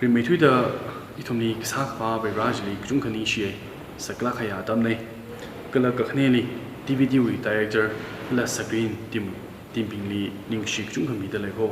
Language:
Tangkhul Naga (India)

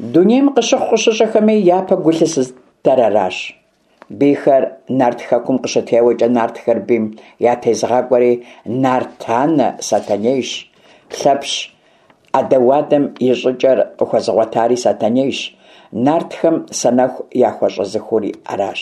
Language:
Kabardian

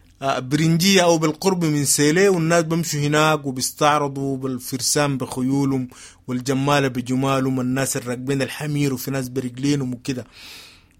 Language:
Sudanese Arabic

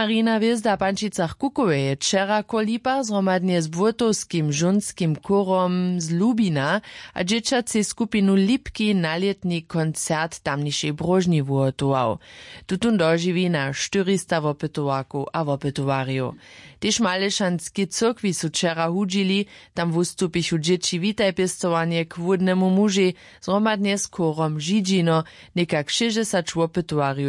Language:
Upper Sorbian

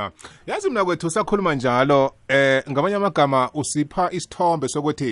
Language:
South Ndebele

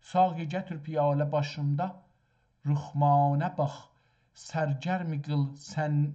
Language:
South Azerbaijani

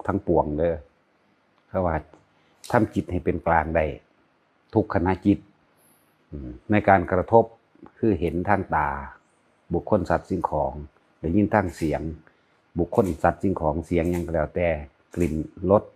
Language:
Northeastern Thai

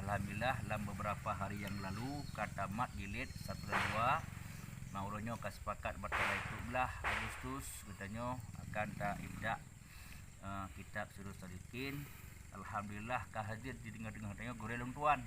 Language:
Achinese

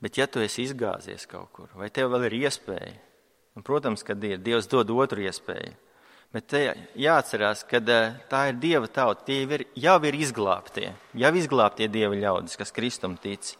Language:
Latvian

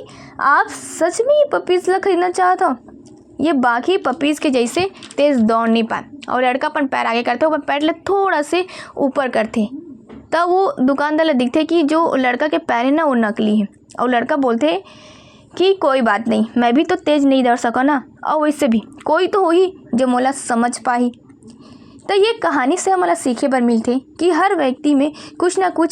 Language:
Chhattisgarhi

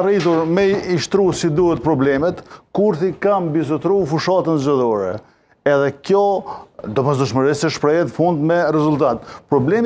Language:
Albanian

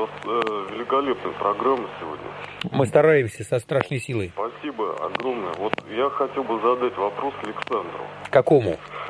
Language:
Russian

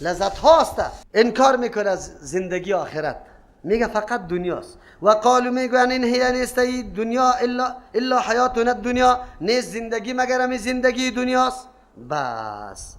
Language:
Persian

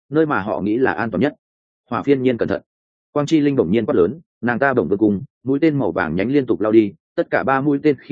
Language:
Vietnamese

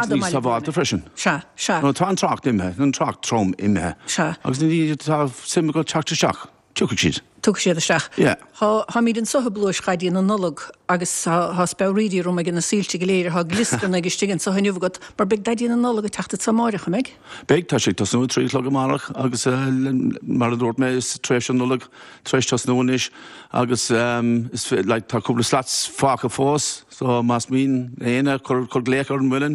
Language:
Irish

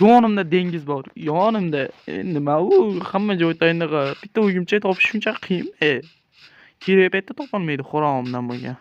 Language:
Uzbek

